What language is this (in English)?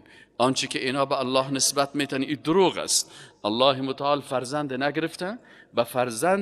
Persian